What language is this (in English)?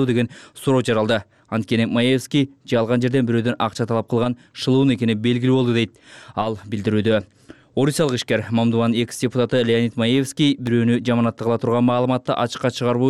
Kyrgyz